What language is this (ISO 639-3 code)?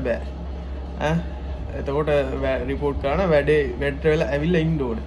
sin